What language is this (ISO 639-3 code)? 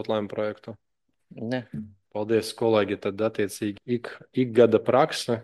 lav